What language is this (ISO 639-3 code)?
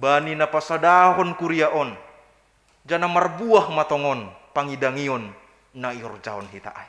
bts